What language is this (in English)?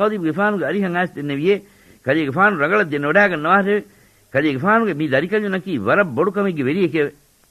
Divehi